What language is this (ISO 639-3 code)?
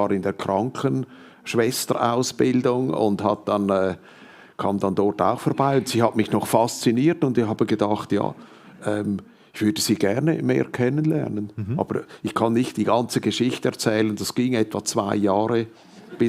gsw